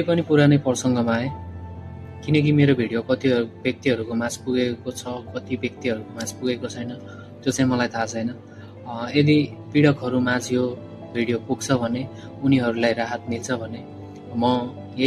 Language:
Nepali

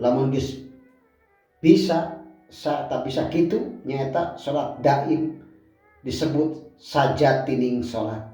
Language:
Sundanese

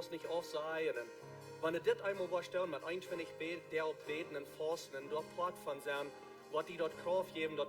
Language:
Plautdietsch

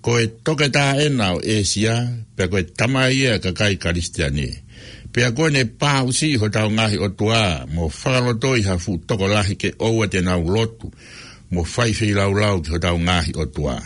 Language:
Tongan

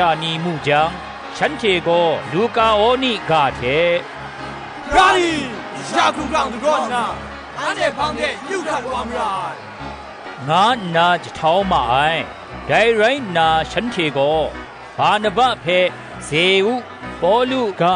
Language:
Kachin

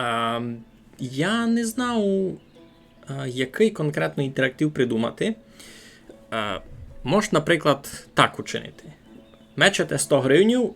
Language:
Rusyn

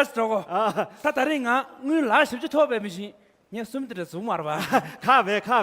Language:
Tibetan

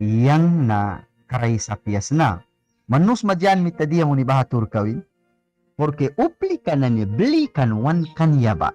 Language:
Mískito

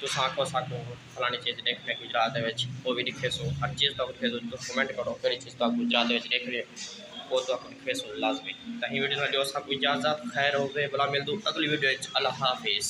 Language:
Saraiki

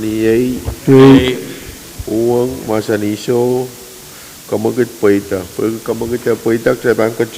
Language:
Pohnpeian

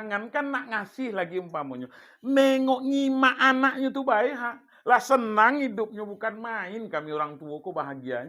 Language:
Minangkabau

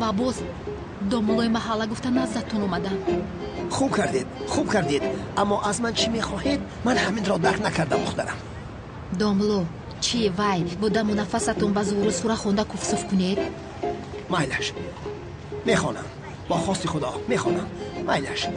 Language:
Tajik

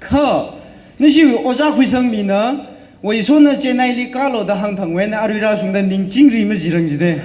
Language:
Tangkhul Naga (India)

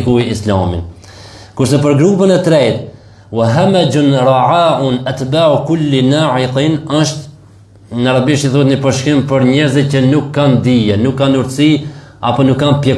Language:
Albanian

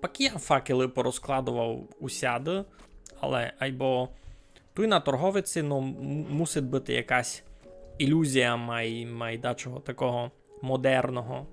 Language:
Rusyn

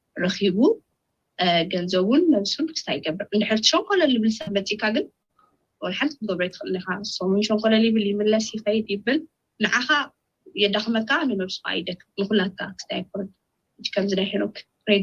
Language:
Tigrinya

